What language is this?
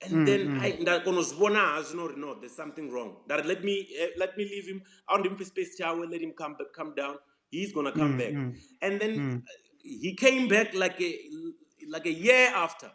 Venda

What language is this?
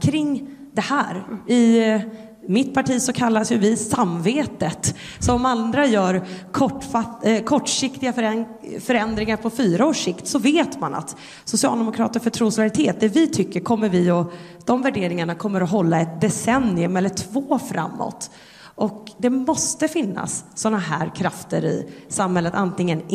Swedish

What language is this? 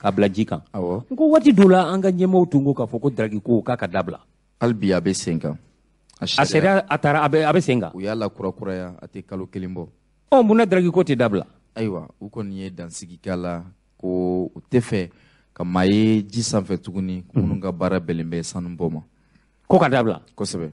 Bambara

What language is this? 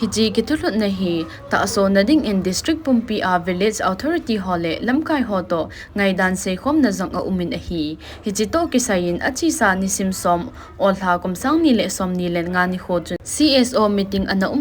Thado Chin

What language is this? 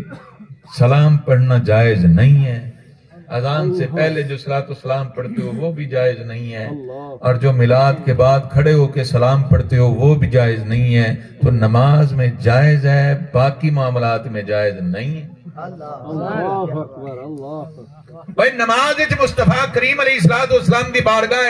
Saraiki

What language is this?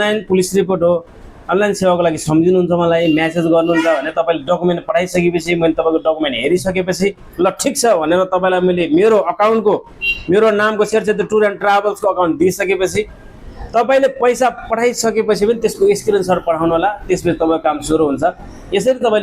Nepali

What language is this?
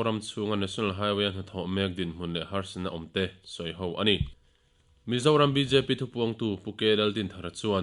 Mizo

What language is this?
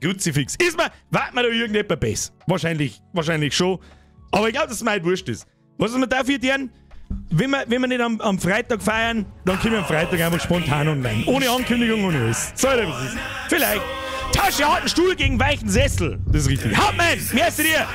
Bavarian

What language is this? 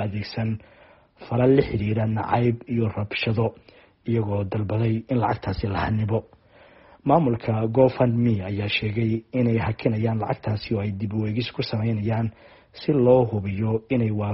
Somali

